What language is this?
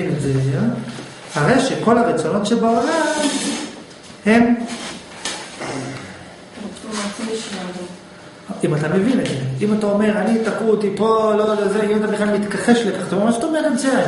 Hebrew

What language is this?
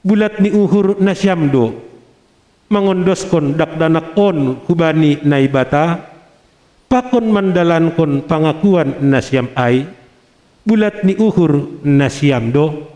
Batak Simalungun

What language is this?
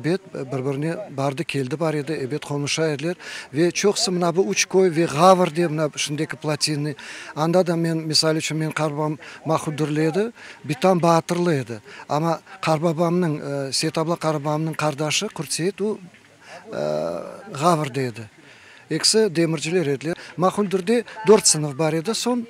Crimean Tatar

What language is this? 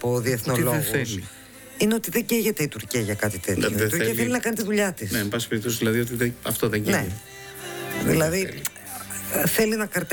Greek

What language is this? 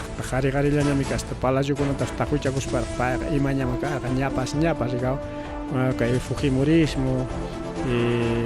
Ayacucho Quechua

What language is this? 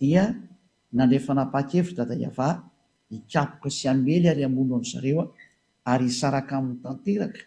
Malagasy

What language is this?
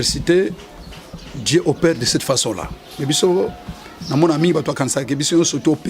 Lingala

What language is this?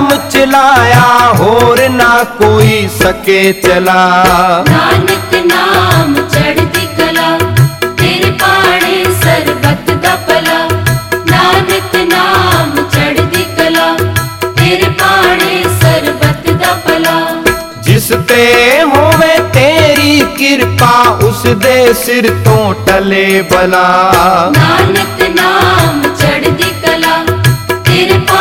Punjabi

